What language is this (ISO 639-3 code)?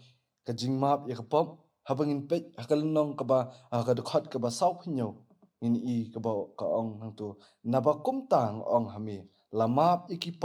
kha